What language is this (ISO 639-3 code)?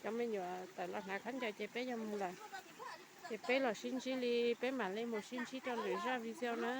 hmn